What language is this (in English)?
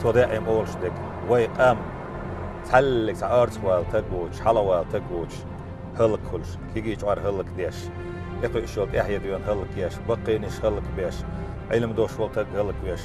Chechen